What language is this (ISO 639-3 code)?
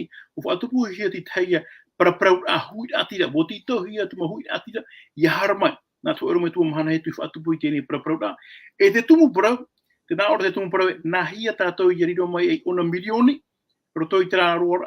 tah